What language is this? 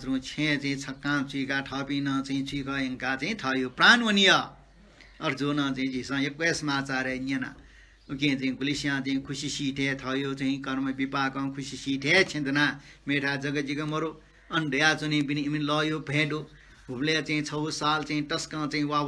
Newari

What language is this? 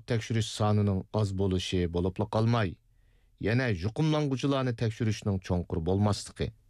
Uyghur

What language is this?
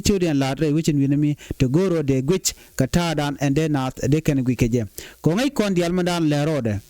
Nuer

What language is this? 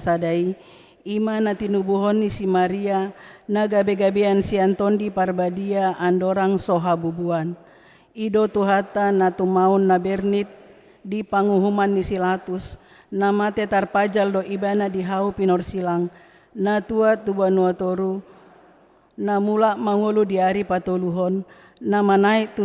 Batak Toba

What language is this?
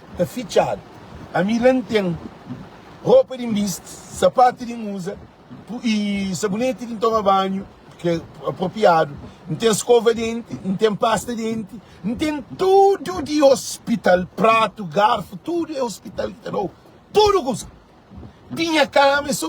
Kabuverdianu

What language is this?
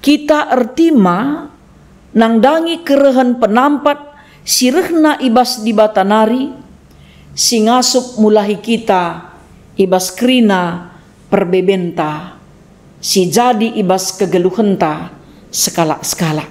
Batak Karo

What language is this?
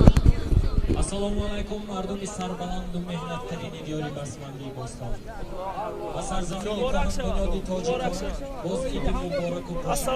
Tajik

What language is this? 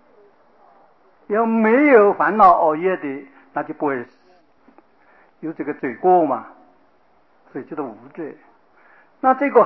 Chinese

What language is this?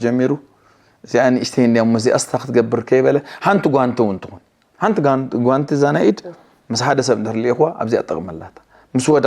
Tigrinya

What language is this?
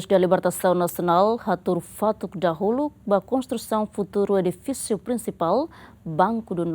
Tetum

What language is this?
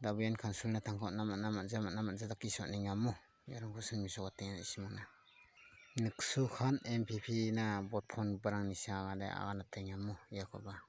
Garo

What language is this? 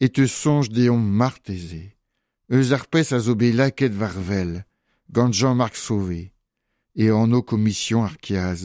Breton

